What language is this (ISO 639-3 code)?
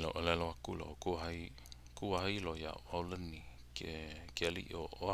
haw